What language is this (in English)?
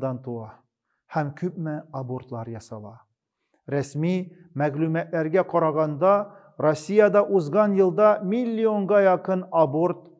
Tatar